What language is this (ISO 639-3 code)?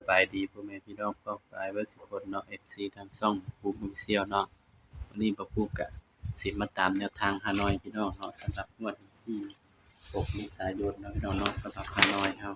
tts